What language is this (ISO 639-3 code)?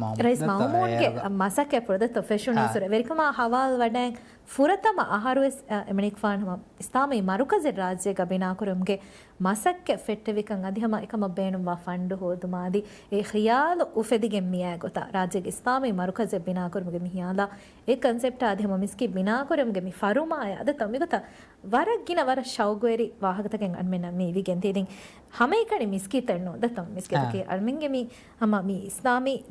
div